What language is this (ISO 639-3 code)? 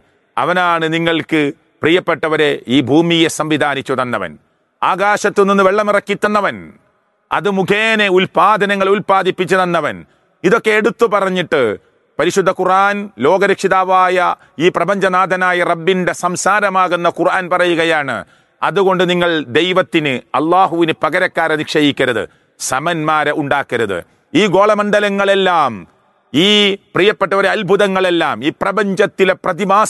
mal